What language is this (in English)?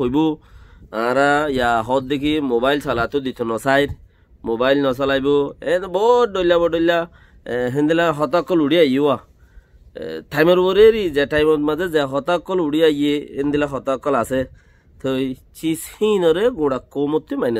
Rohingya